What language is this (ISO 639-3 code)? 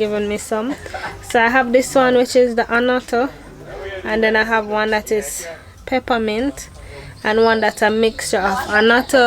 jam